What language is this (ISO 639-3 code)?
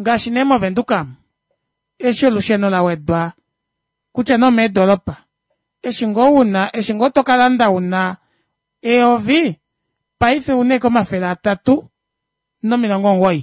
kua